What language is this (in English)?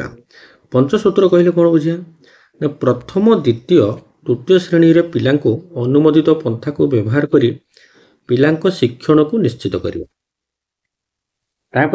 Odia